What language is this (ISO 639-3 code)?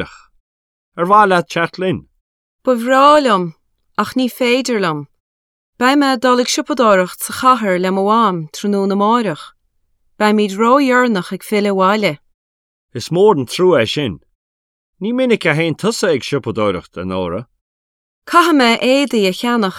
gle